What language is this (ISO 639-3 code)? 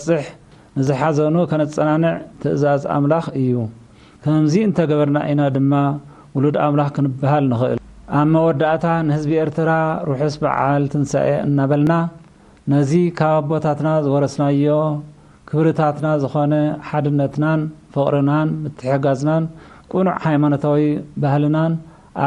tir